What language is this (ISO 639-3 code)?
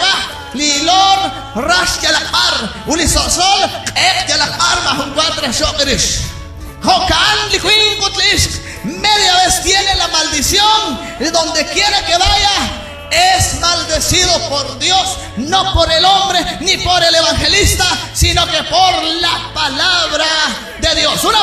kek